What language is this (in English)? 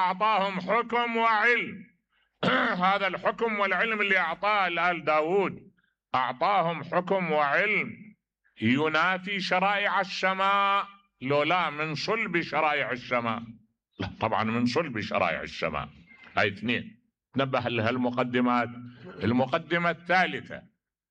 Mesopotamian Arabic